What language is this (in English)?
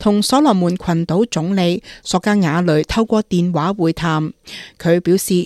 Cantonese